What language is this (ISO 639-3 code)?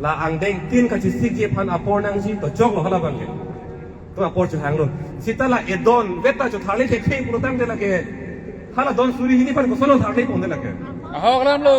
mjw